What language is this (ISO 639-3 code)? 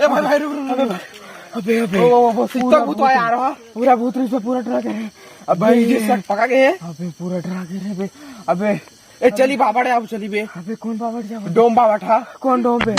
hne